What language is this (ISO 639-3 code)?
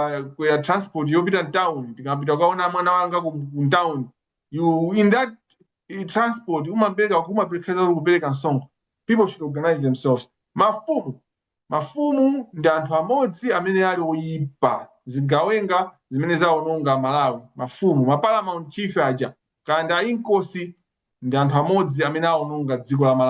nya